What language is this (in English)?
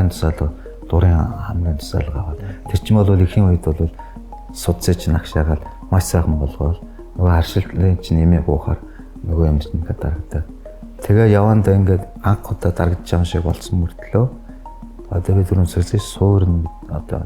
Mongolian